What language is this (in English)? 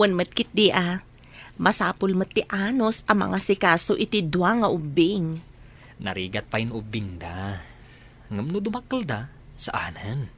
Iloko